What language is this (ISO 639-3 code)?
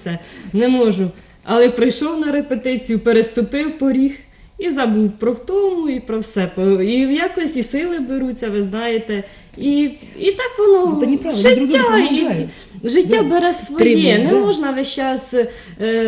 ukr